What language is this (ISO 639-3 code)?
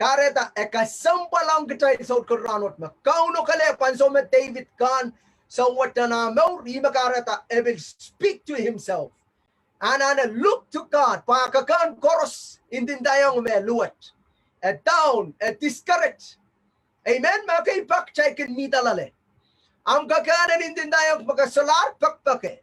pon